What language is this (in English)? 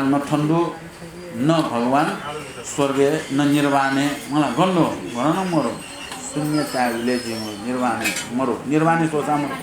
Newari